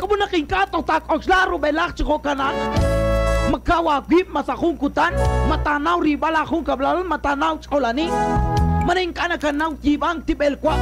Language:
Kekchí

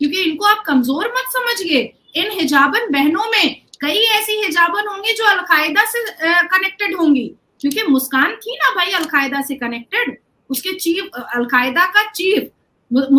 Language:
Hindi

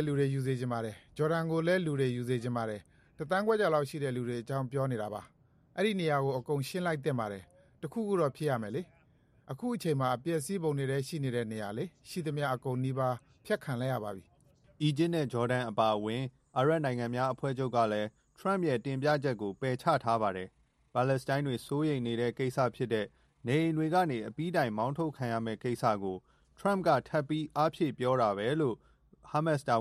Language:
Burmese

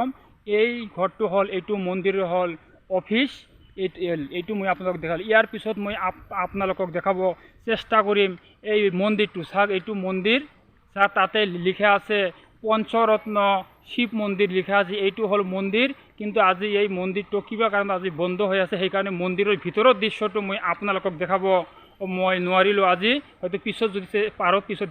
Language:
Assamese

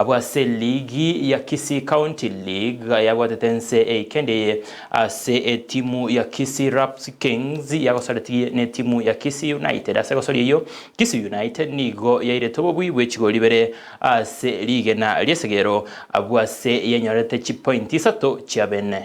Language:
Gusii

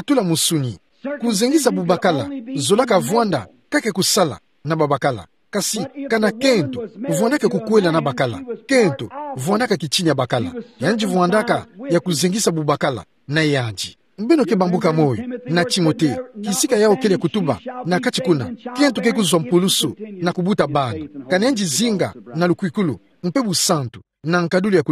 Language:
Kituba (Democratic Republic of Congo)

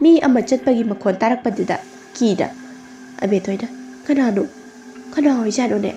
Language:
Manipuri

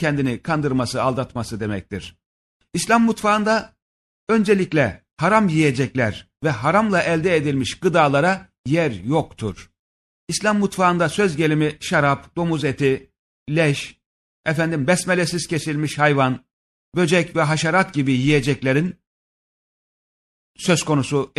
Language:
Turkish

